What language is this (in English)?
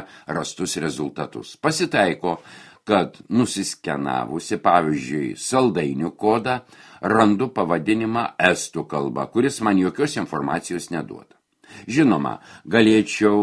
Lithuanian